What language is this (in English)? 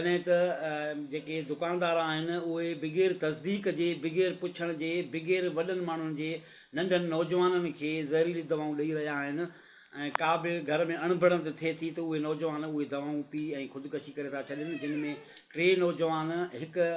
Sindhi